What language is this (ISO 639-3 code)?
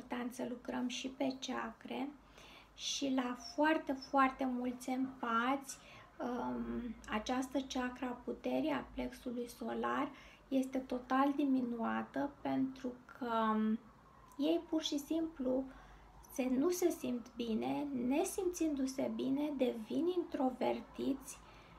ron